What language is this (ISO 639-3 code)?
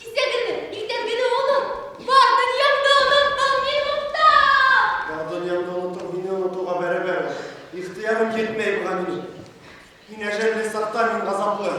bak